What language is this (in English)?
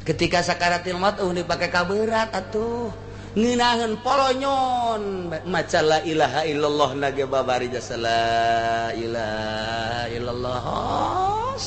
Sundanese